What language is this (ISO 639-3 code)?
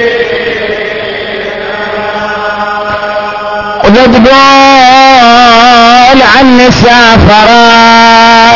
ara